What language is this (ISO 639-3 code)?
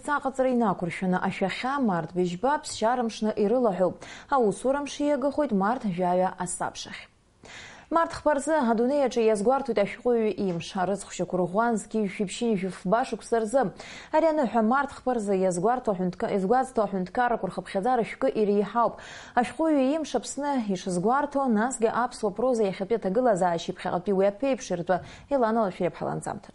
abk